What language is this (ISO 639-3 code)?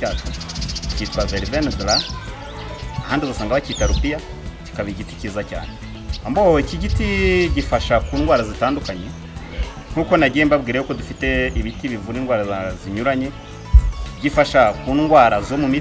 kin